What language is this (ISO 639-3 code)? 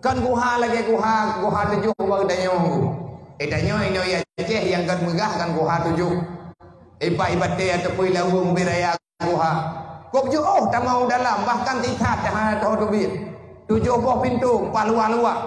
ace